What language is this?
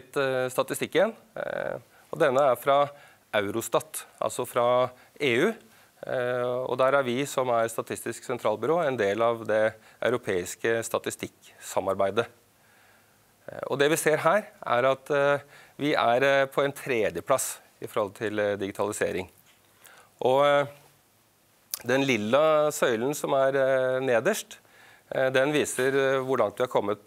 Norwegian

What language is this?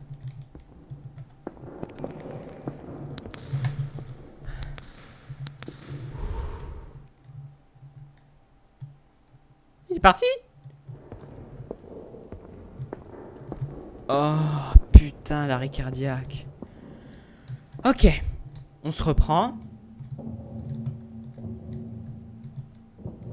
French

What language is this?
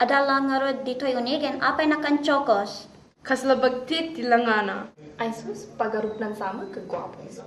Iloko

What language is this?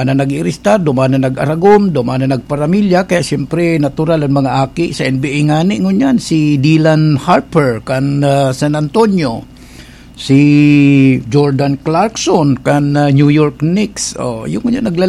Bikol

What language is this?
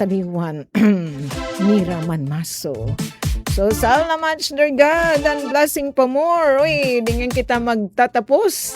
Waray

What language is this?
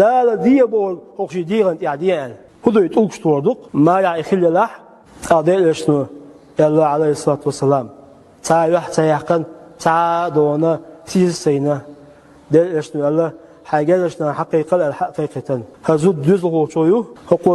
Chechen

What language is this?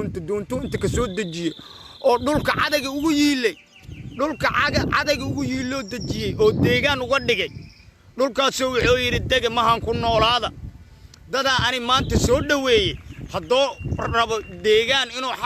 Somali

